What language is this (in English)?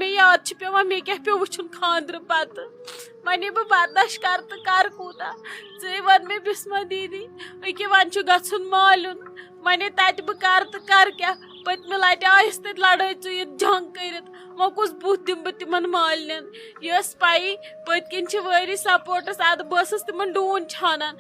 Kashmiri